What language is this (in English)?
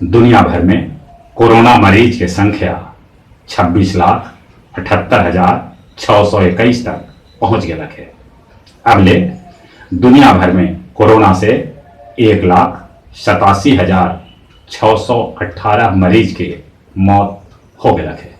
Magahi